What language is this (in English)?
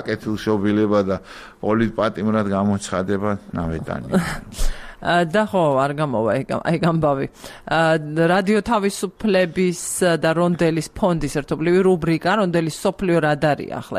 Georgian